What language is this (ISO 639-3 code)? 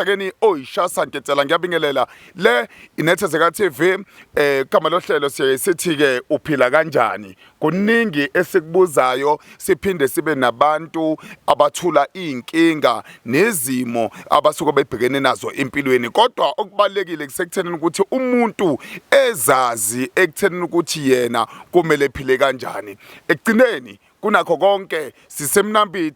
zul